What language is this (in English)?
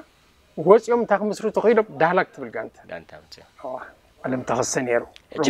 Tigrinya